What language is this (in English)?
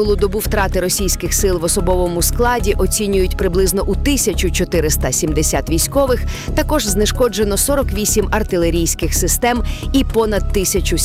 Ukrainian